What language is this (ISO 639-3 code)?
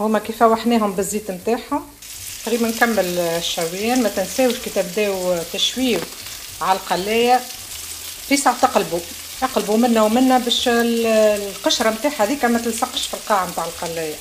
aeb